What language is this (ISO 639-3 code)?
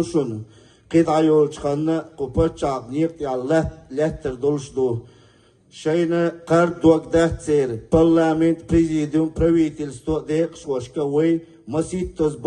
che